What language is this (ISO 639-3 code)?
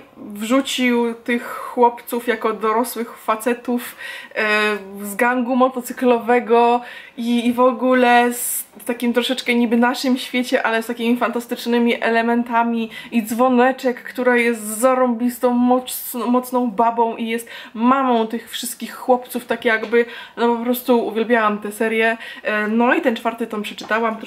pol